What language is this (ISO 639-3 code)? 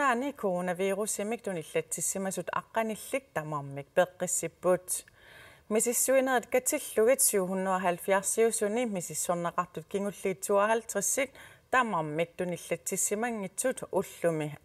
kal